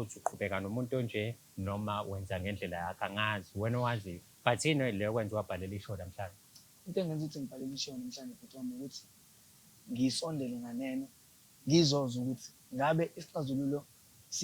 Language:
Zulu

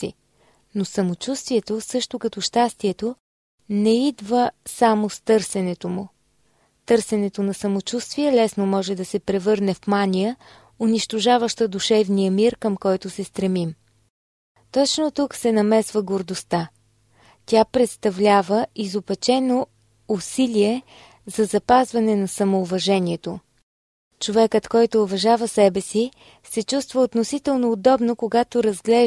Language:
Bulgarian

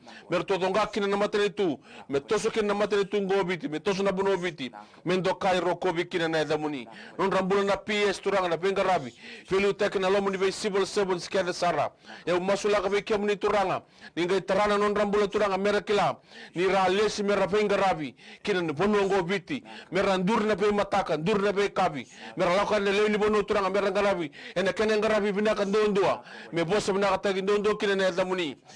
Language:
Fijian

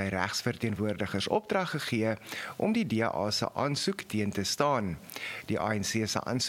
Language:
Afrikaans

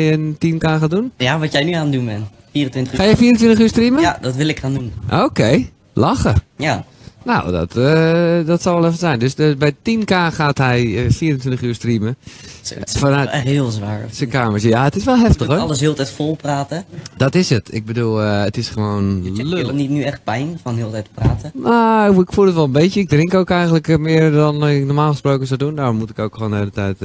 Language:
Dutch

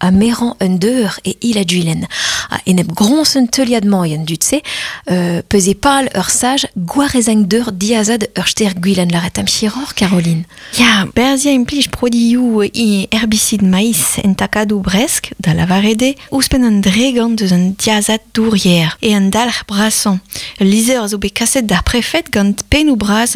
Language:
Breton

